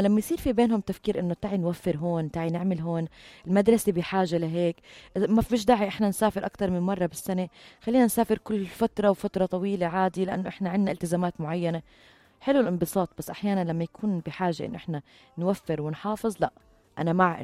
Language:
North Levantine Arabic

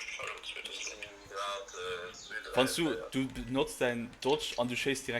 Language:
Luxembourgish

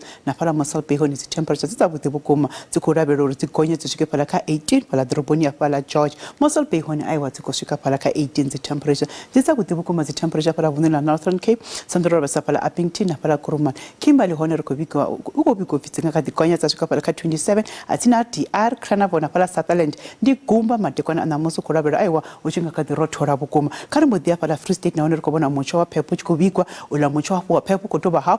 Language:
Venda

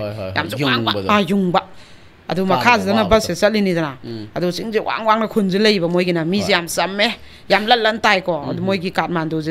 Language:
Manipuri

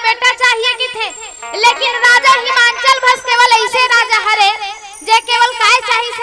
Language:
Chhattisgarhi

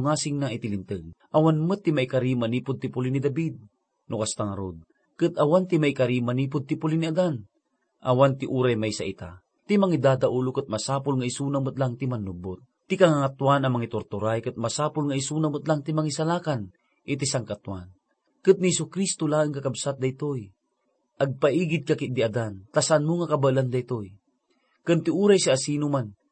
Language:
Iloko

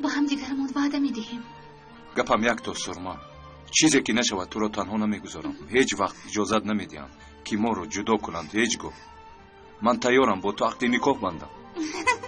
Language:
Tajik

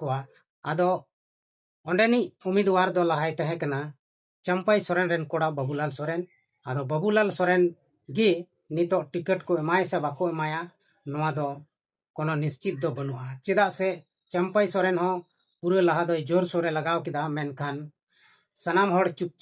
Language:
Santali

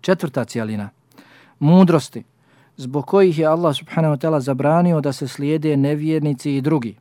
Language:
Bosnian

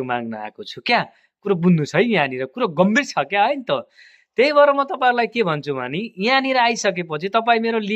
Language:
Nepali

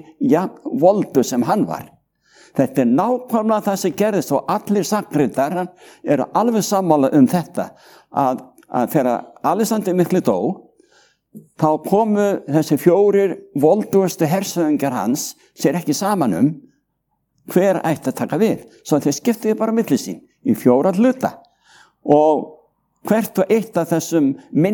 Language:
Icelandic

